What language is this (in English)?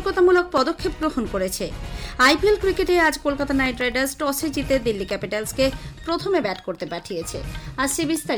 Bangla